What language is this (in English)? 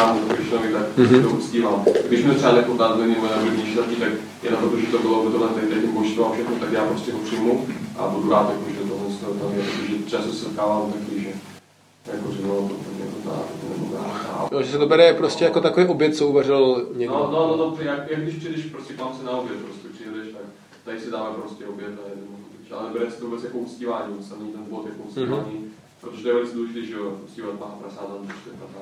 Czech